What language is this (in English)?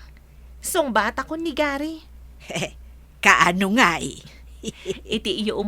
Iloko